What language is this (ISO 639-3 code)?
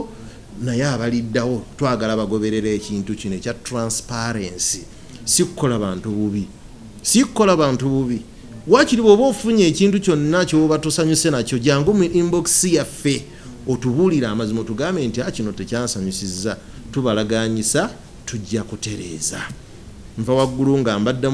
lug